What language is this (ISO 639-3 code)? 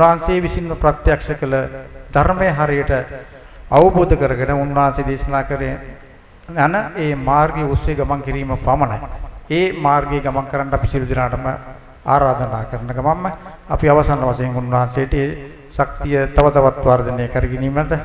sin